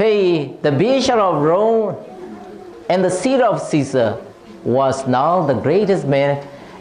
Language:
S'gaw Karen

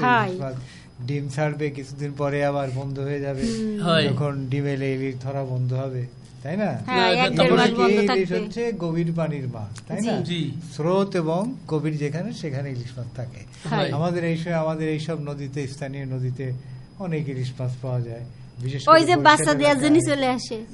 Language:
Bangla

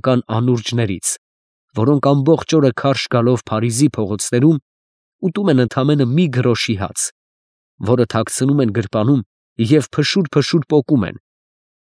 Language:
Armenian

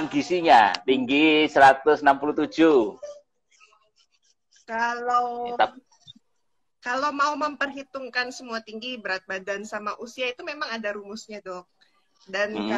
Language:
Indonesian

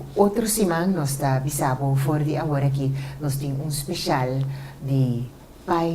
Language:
Papiamento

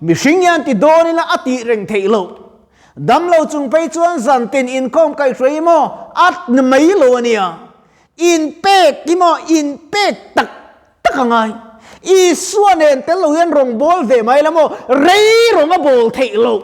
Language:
Mizo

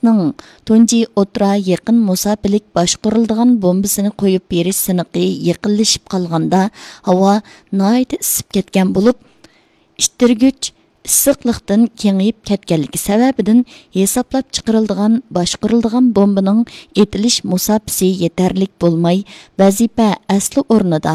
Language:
Uyghur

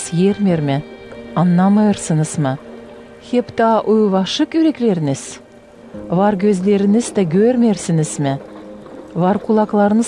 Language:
Gagauz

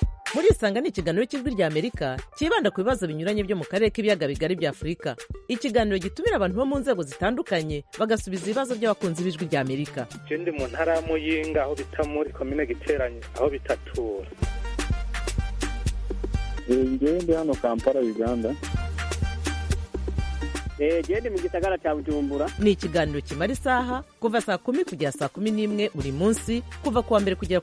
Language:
Kinyarwanda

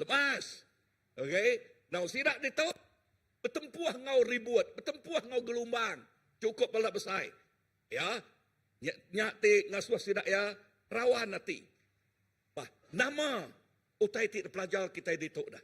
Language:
Iban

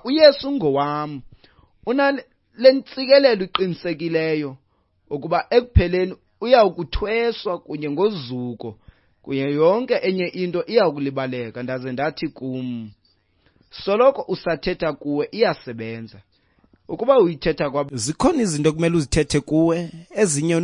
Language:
Xhosa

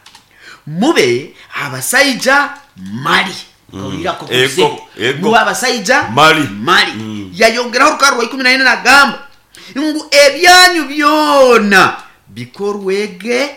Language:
Nyankole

